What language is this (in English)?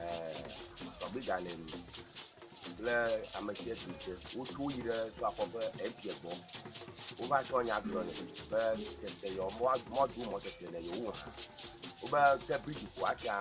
Ewe